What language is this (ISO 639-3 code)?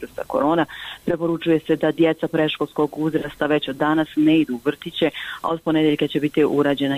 bos